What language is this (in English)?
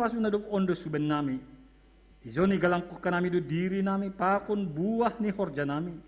Batak Simalungun